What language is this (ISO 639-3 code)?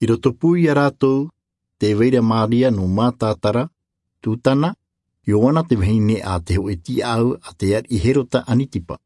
tah